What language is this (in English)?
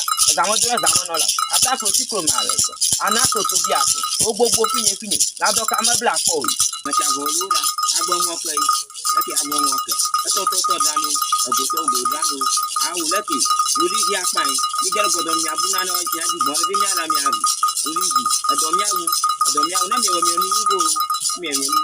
Ewe